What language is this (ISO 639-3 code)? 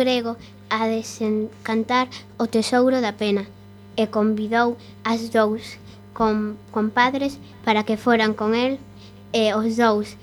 glg